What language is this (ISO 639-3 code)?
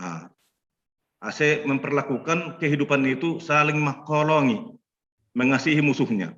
bts